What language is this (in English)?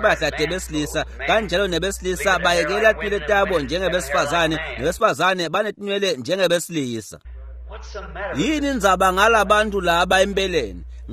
Swati